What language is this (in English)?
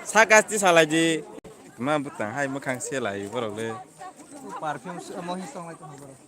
Kok Borok